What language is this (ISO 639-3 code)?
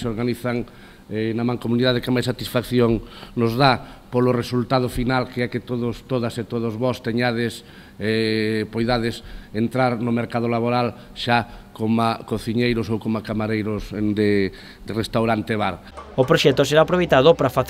glg